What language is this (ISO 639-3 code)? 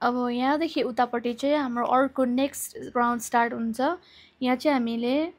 nep